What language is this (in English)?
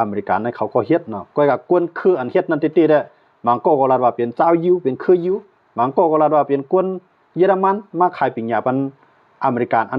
Shan